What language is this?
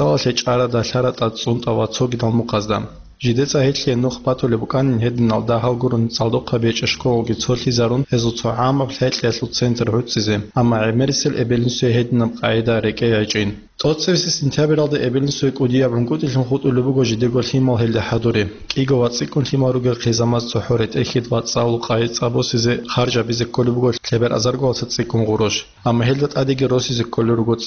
Avaric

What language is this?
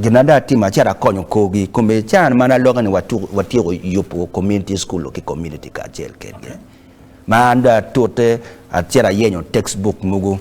Acoli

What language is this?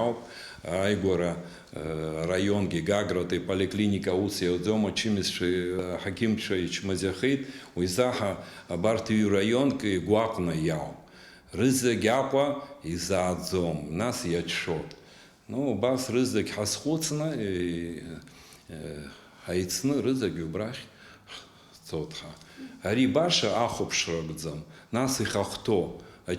Abkhazian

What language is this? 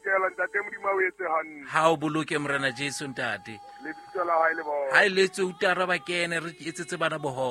Southern Sotho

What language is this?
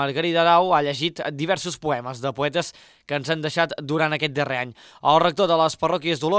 Catalan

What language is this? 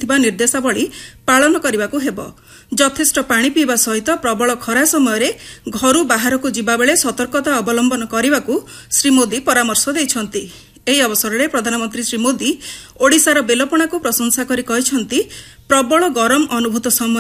Odia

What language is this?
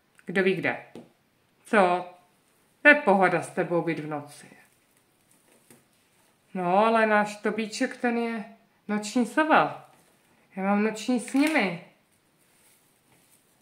Czech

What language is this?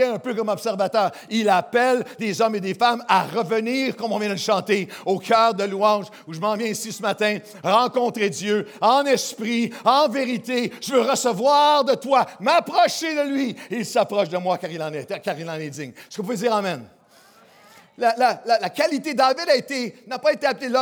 French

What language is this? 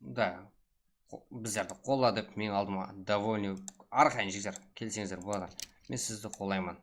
Kara-Kalpak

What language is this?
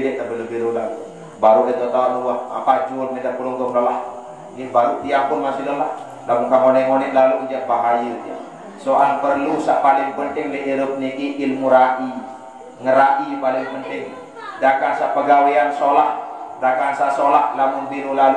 Sasak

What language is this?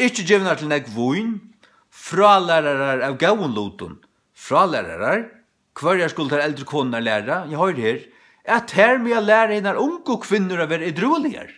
Faroese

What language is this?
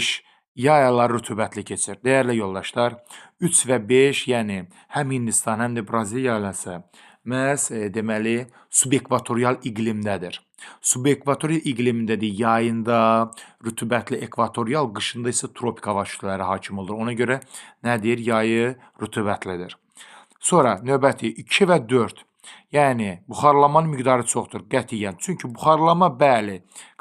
Azerbaijani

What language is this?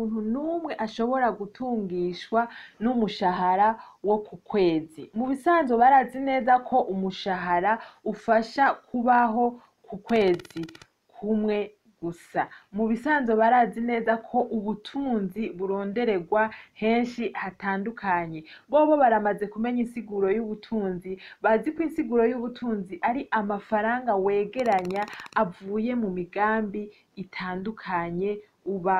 Rundi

